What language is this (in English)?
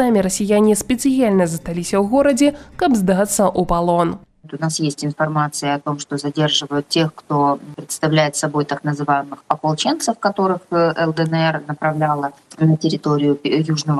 Belarusian